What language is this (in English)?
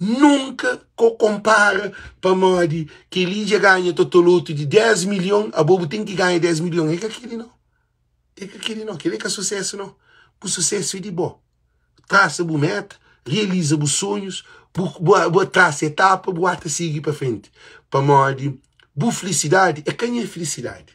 Kabuverdianu